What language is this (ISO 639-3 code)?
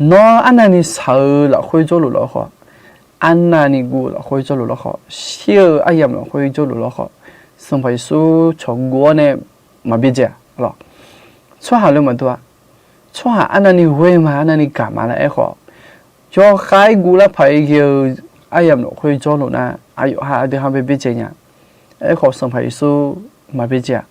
ahk